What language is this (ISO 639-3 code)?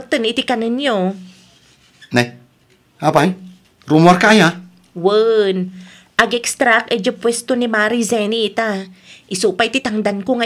ilo